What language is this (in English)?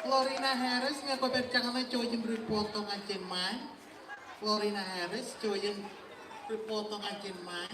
Marshallese